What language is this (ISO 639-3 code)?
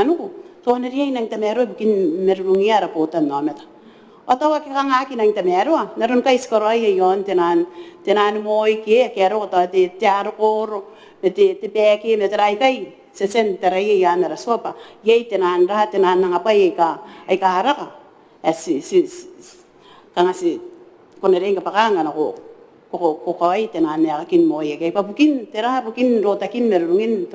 gil